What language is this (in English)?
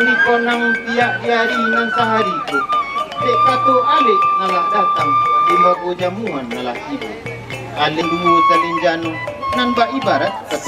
Minangkabau